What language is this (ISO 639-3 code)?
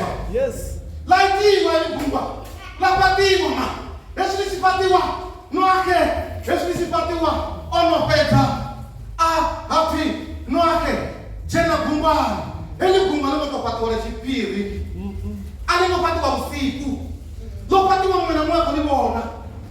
ven